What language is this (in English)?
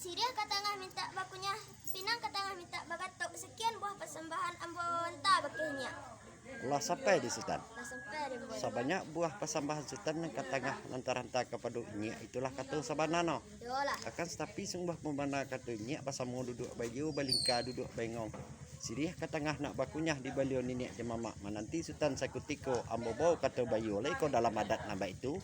Minangkabau